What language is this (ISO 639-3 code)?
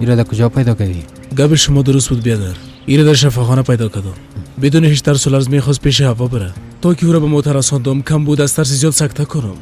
fas